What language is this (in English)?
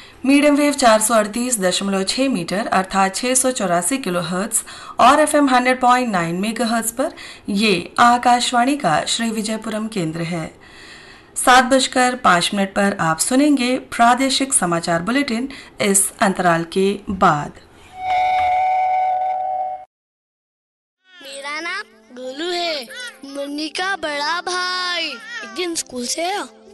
Hindi